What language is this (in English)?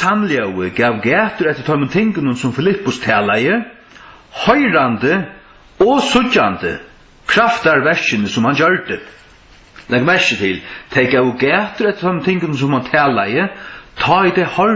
Faroese